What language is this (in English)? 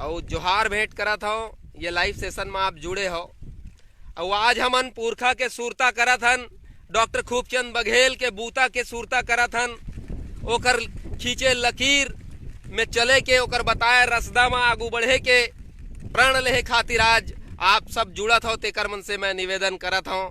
Chhattisgarhi